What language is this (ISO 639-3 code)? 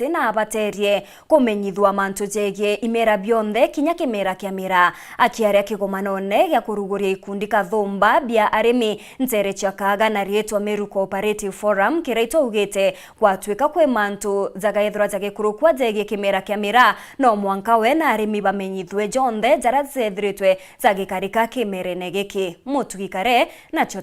mer